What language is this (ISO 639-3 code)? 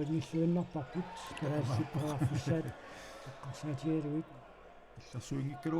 kal